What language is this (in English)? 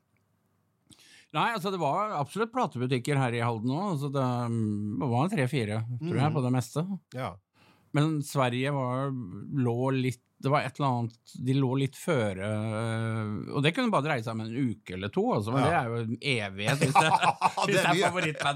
Norwegian